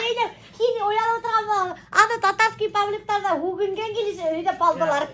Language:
Bashkir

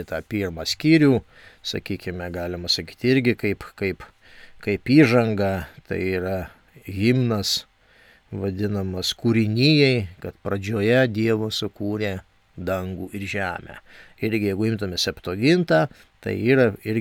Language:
Lithuanian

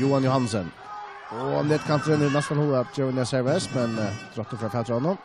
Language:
Faroese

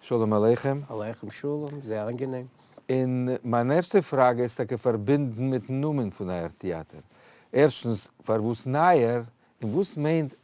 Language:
Yiddish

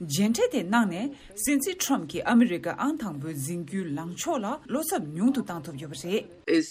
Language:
Tibetan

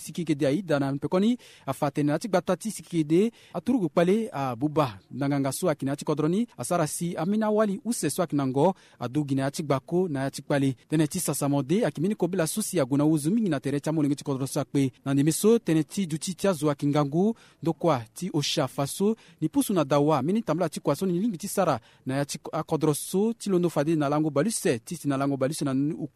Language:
Sango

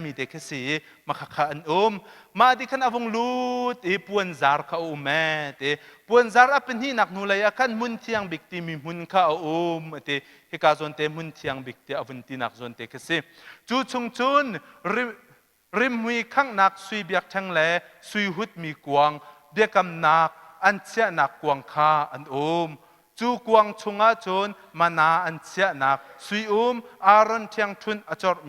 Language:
Hakha Chin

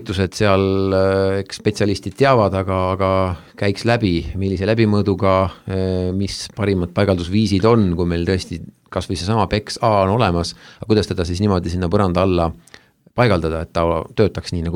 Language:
Estonian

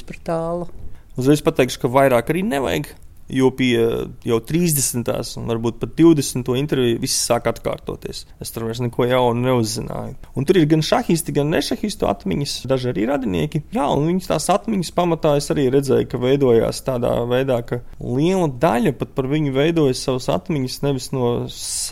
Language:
Latvian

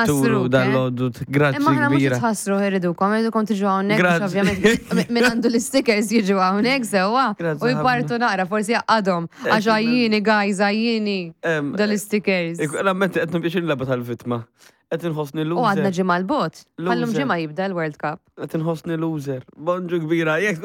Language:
Maltese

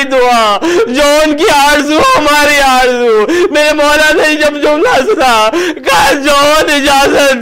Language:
Urdu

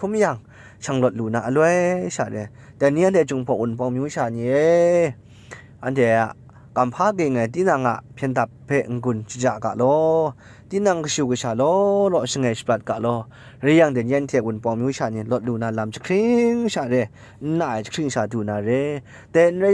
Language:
Kachin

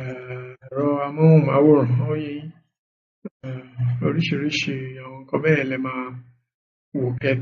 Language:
Yoruba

